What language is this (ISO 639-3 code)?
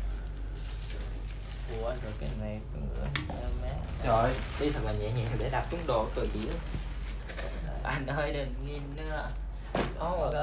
vie